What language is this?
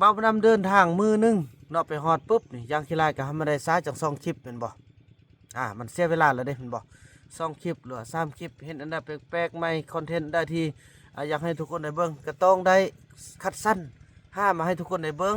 Lao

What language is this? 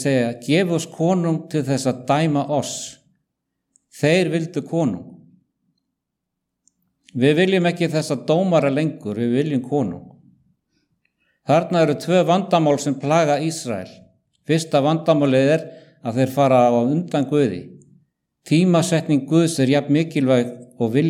Icelandic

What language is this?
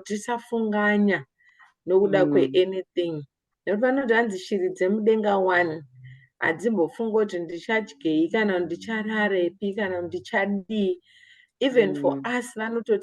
Shona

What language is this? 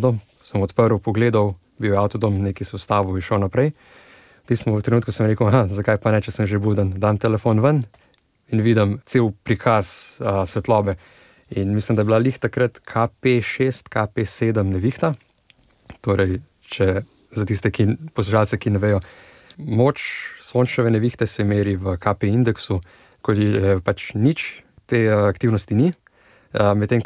Slovenian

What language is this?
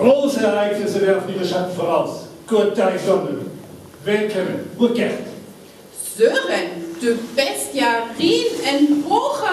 Northern Frisian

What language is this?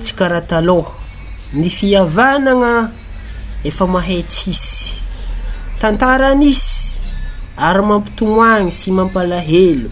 Malagasy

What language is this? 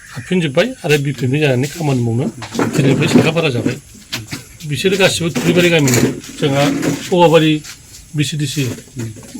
Bodo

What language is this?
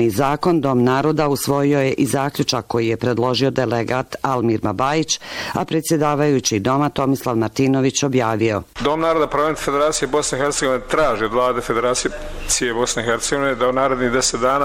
Bosnian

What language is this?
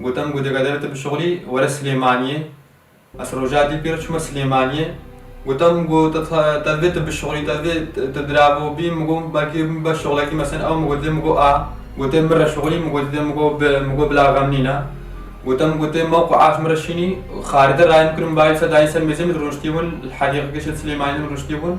Kurdish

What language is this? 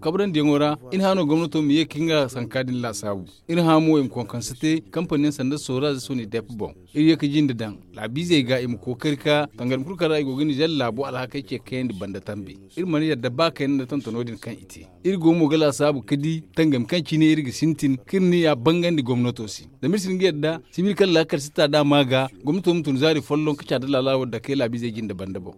Zarma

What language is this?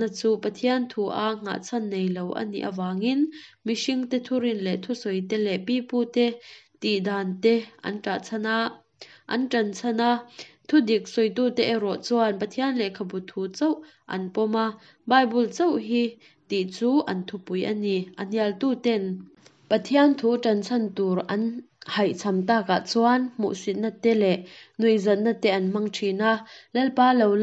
Mizo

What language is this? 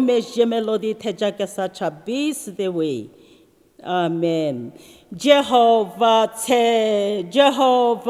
Angami Naga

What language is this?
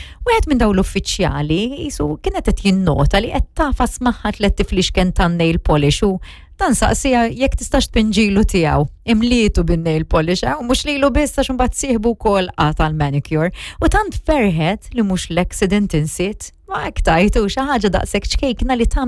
Maltese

